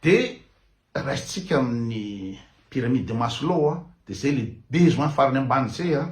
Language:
Malagasy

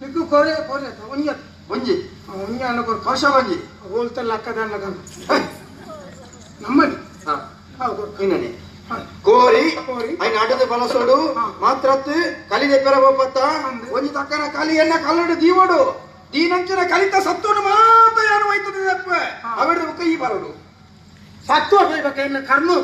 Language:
Tulu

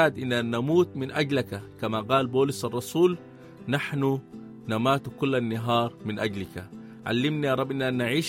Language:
Sudanese Arabic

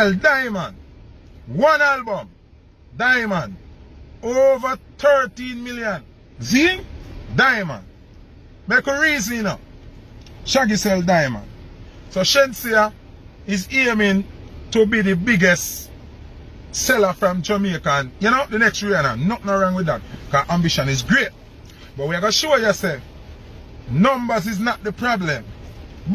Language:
Jamaican Creole English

